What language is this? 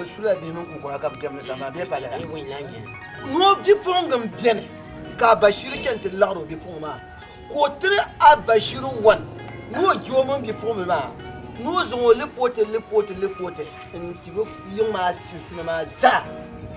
Dagbani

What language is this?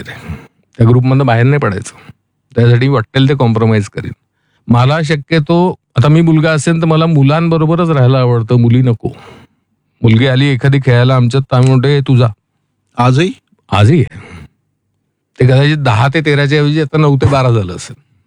Marathi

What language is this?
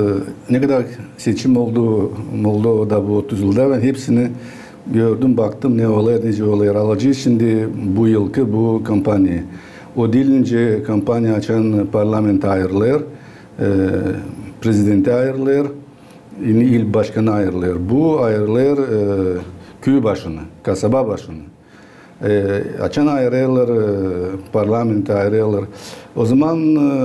Gagauz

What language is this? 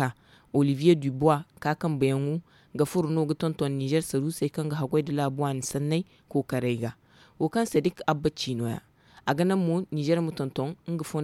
Zarma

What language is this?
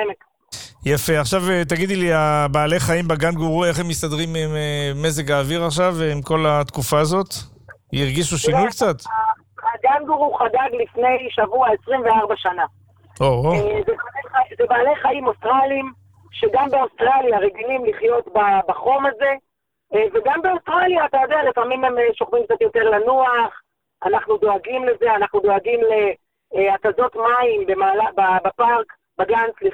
Hebrew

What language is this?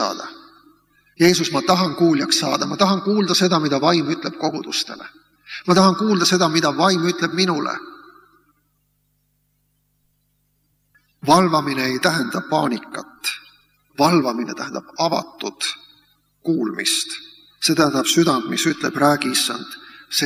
Estonian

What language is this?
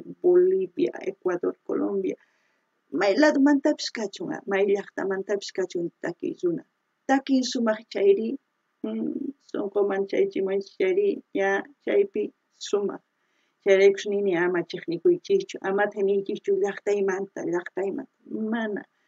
South Bolivian Quechua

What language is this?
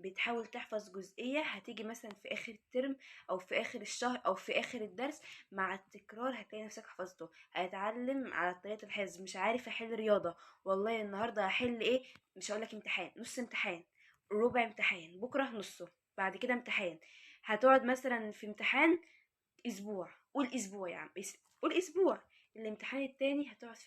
Egyptian Arabic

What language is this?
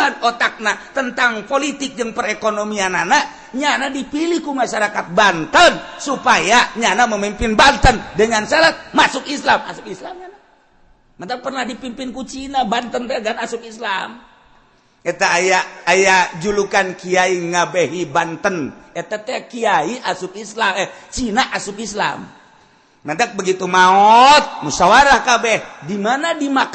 Sundanese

